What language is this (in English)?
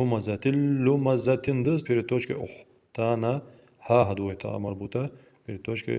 Ingush